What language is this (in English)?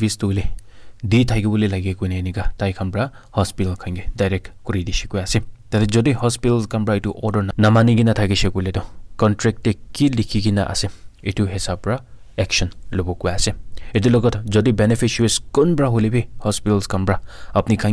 Naga Pidgin